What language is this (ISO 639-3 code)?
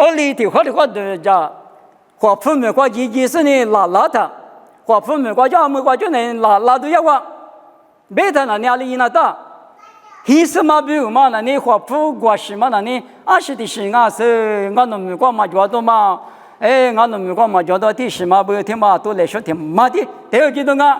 lis